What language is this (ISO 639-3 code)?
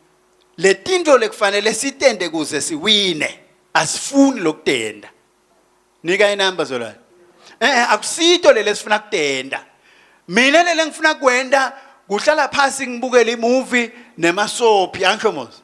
ssw